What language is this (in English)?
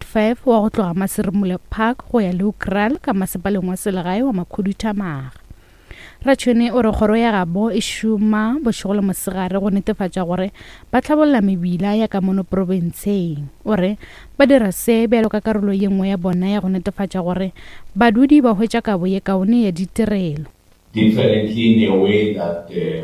Northern Sotho